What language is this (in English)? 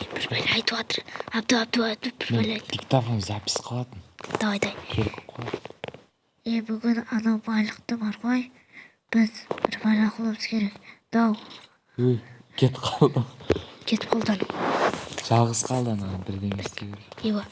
Kazakh